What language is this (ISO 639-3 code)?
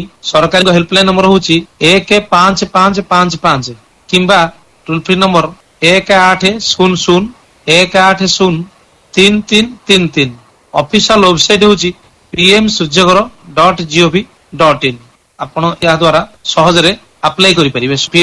ori